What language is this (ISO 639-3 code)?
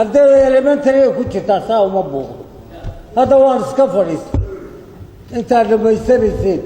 som